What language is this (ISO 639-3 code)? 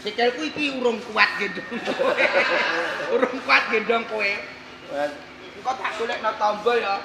jav